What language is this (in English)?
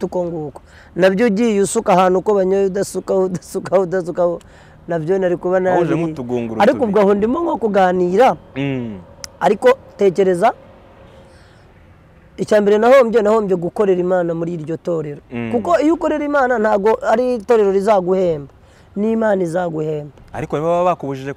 Kinyarwanda